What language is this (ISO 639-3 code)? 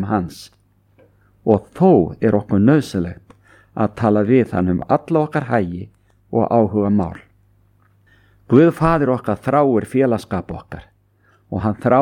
isl